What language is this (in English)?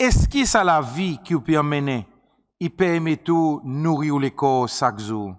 Seselwa Creole French